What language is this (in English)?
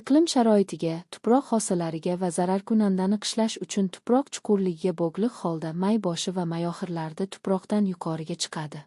Uzbek